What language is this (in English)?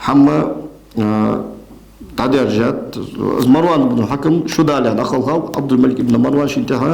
Ingush